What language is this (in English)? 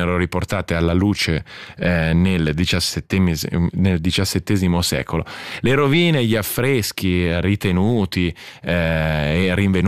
Italian